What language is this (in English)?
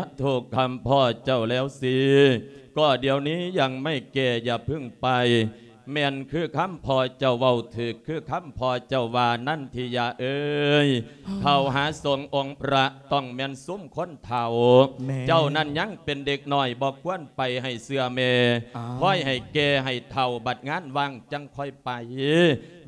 Lao